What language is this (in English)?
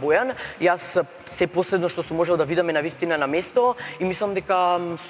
Macedonian